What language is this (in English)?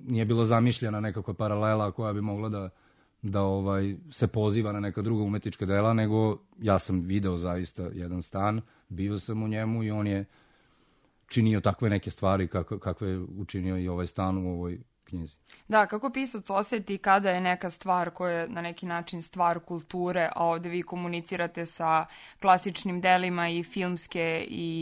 Serbian